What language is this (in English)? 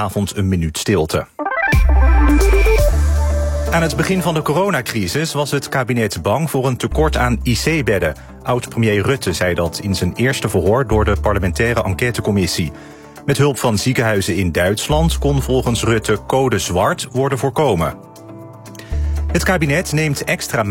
Dutch